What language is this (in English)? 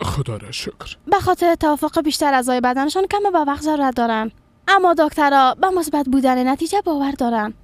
Persian